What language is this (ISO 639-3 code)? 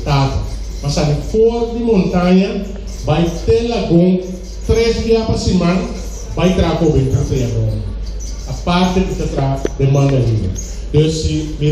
pap